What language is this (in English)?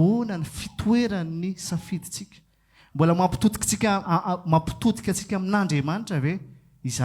Malagasy